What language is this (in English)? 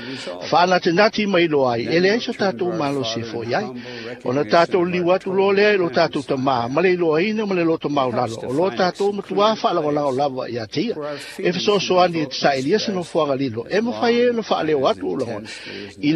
Samoan